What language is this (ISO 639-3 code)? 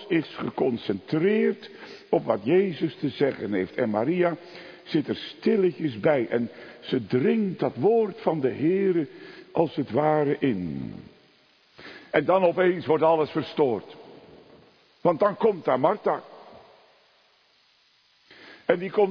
nld